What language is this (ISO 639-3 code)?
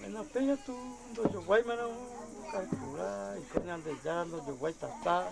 grn